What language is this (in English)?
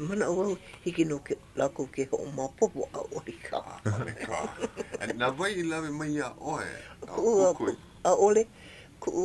Hawaiian